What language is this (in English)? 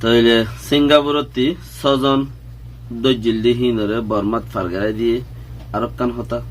Rohingya